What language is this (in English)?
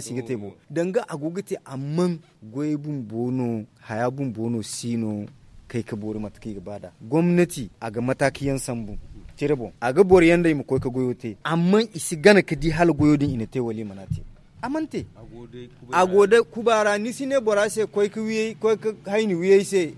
Zarma